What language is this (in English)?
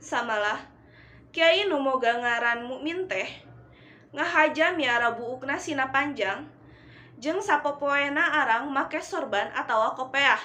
Sundanese